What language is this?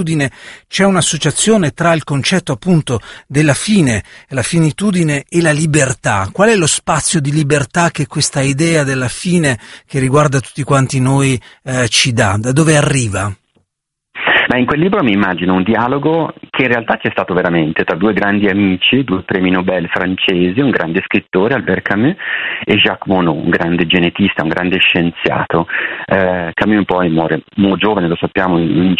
Italian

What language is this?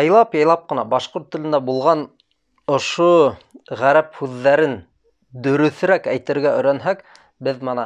Bashkir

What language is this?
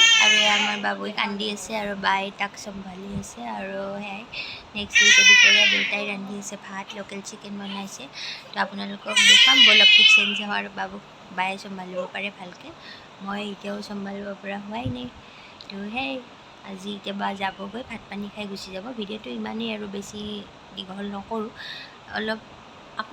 Assamese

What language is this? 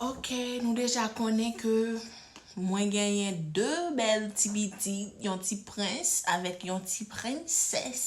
Haitian Creole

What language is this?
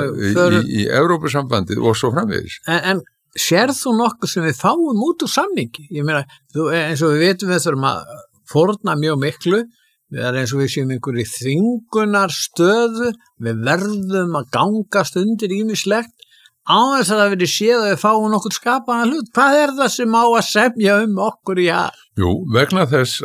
Icelandic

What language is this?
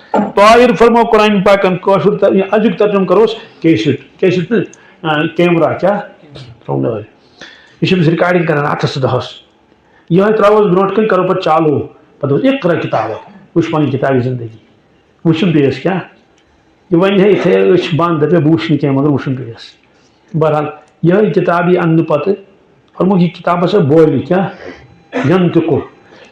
Kashmiri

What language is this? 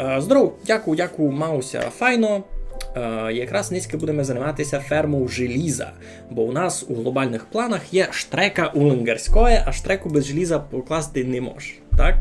Rusyn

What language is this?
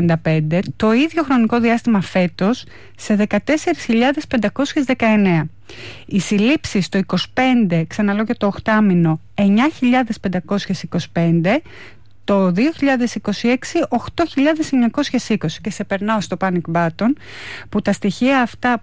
Greek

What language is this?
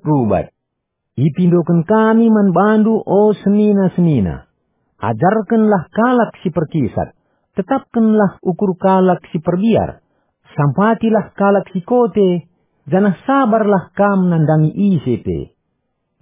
Batak Karo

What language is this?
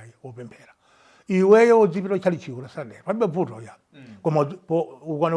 Nyanja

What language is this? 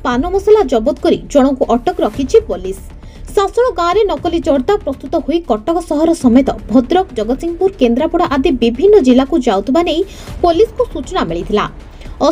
Odia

